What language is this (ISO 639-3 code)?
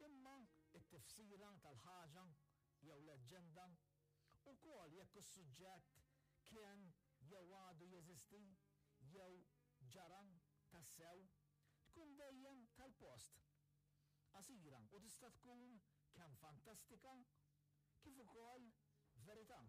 mlt